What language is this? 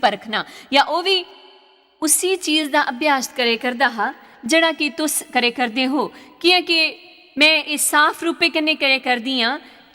Dogri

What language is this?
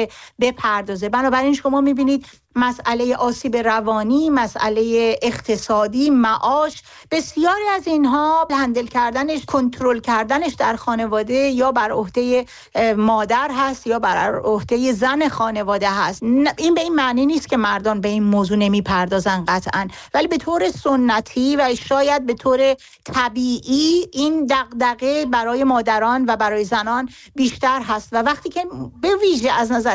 Persian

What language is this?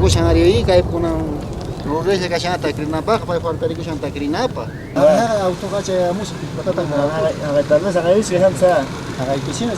South Bolivian Quechua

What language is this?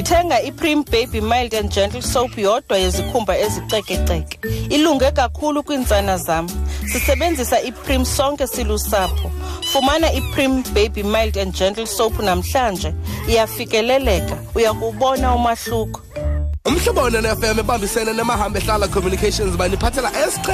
Xhosa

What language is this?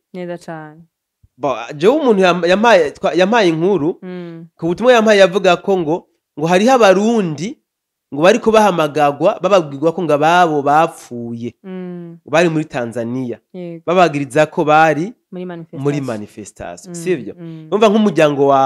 Rundi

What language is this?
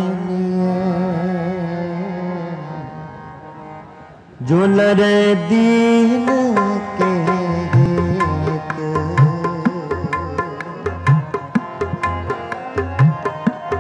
Hindi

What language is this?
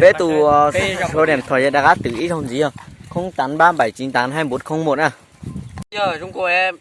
Hmong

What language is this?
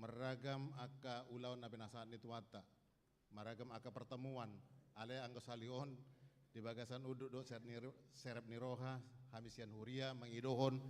Batak Toba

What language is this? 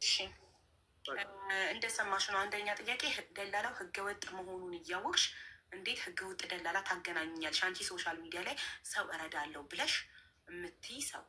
Amharic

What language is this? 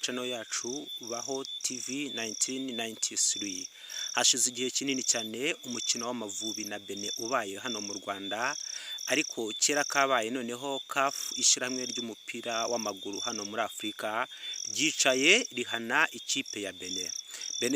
Kinyarwanda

